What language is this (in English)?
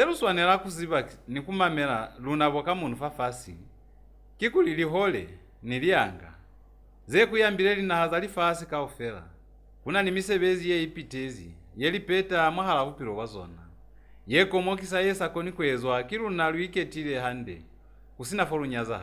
Lozi